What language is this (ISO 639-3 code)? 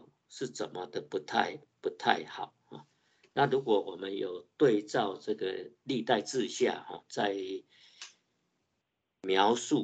zho